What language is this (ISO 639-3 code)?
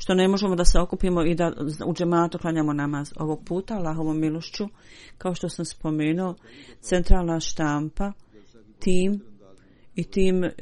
bos